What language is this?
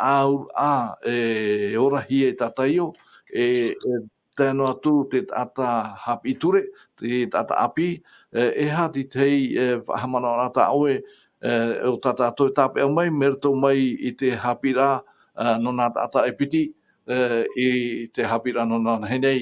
Tahitian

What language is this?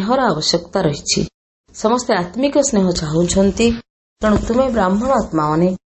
Odia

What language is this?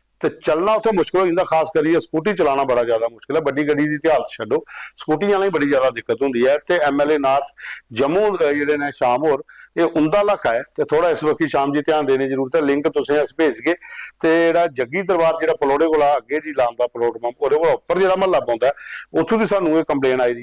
Dogri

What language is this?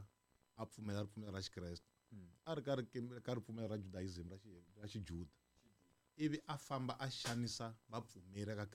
Tsonga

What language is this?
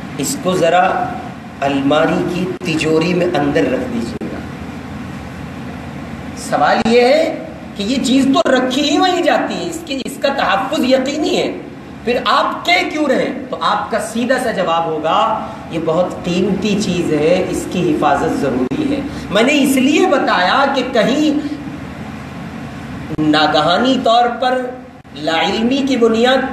Urdu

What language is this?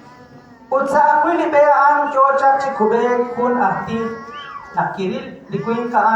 Kekchí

